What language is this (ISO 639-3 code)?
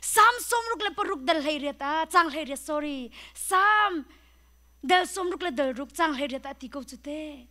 cnh